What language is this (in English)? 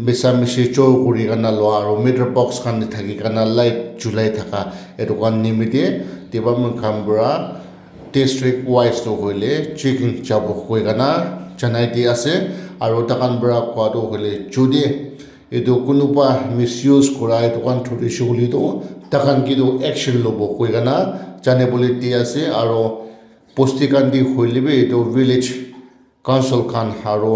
Naga Pidgin